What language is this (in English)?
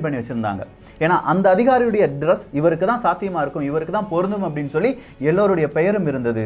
Tamil